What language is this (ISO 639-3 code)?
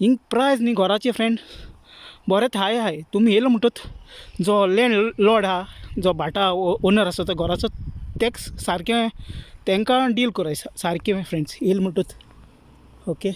kok